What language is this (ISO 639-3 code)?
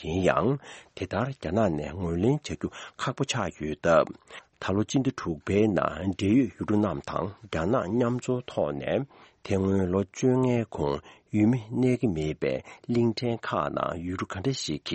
bod